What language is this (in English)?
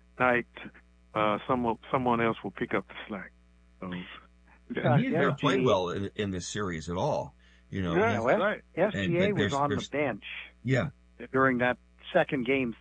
English